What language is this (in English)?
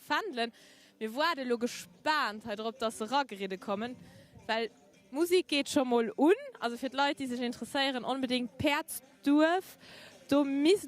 Luxembourgish